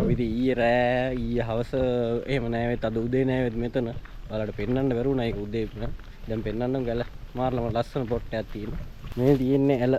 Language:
Sinhala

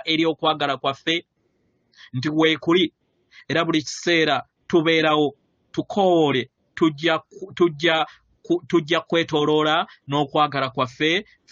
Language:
Ganda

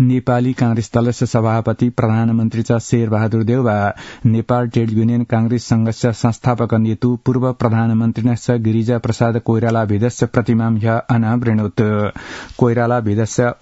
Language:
Sanskrit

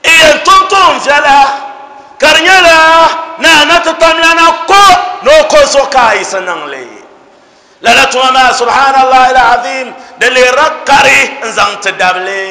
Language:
Dagbani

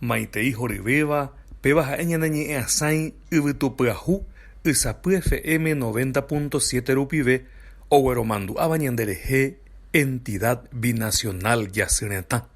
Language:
Guarani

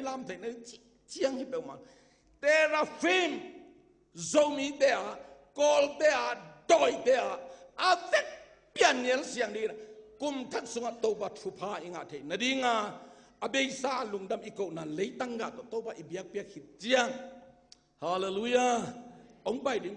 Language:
Tedim Chin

